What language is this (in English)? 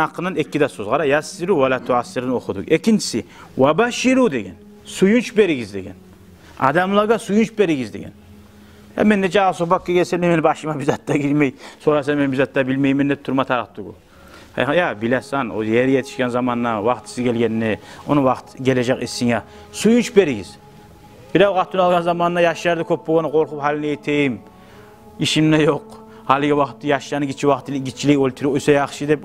Kumyk